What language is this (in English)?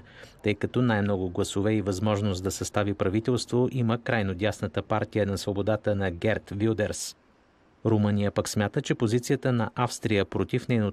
Bulgarian